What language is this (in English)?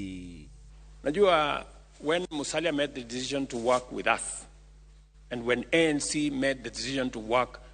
Luo (Kenya and Tanzania)